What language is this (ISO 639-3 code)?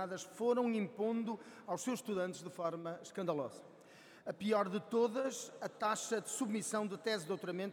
por